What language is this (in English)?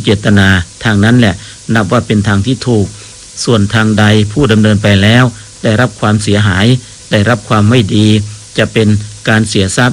Thai